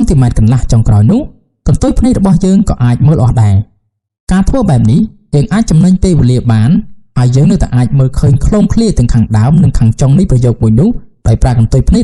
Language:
Khmer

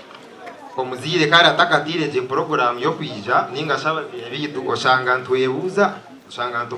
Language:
Nyankole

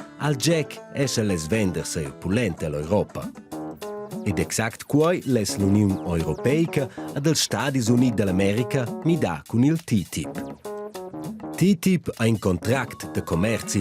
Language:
Romansh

